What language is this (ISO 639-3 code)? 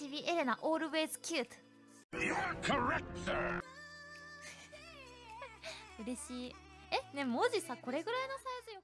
jpn